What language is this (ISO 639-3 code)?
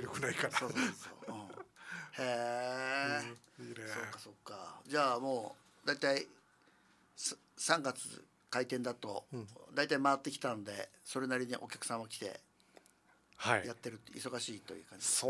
jpn